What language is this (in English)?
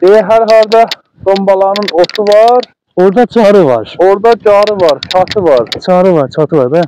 South Azerbaijani